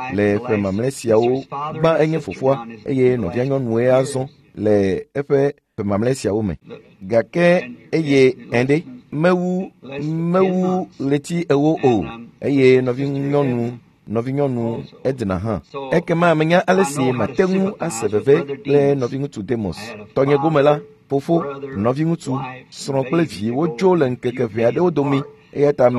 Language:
Ewe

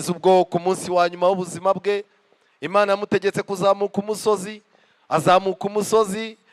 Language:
Kinyarwanda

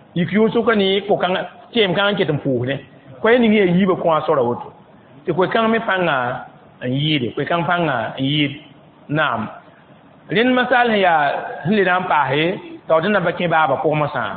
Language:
Mossi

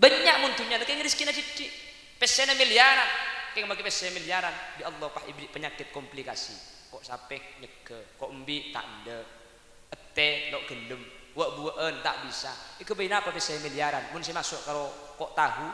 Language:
Madurese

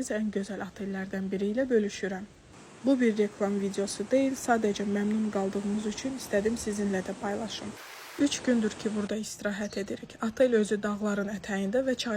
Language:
Azerbaijani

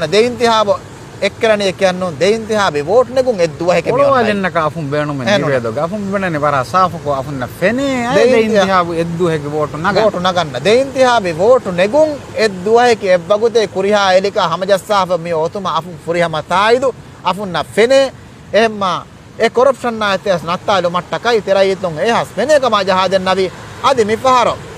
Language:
Divehi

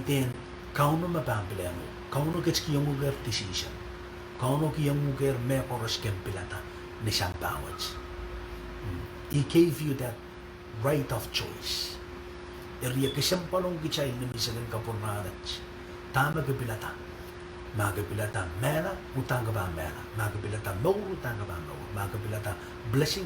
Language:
Pohnpeian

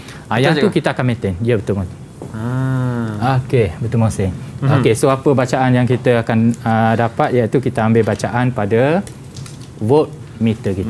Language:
Malay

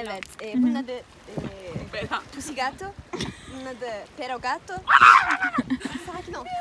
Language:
Turkish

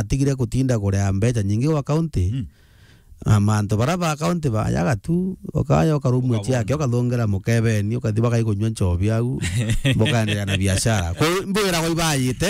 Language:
Meru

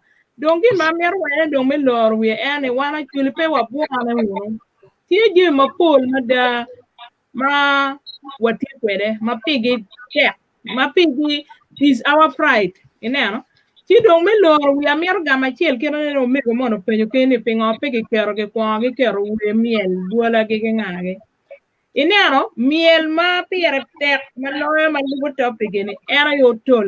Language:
Acoli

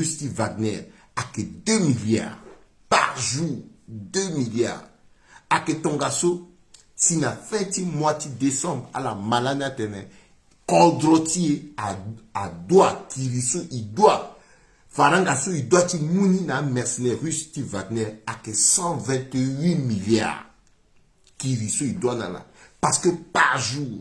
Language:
Sango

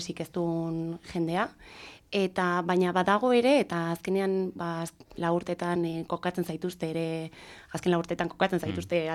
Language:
Basque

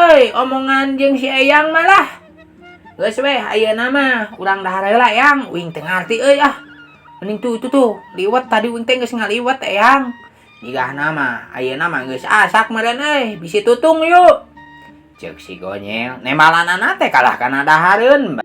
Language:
Sundanese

